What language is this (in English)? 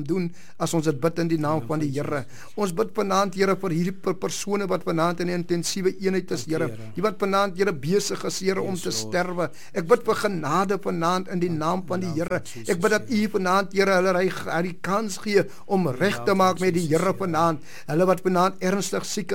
Afrikaans